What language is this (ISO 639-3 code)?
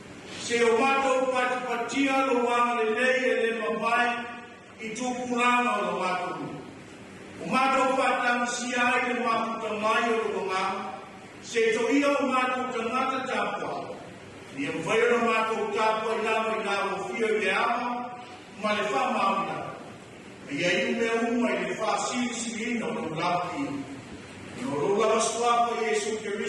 smo